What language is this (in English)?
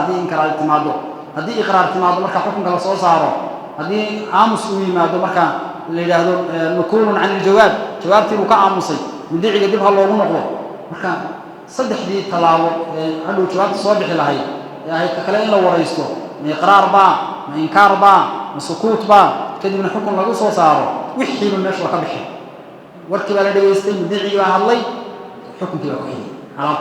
Somali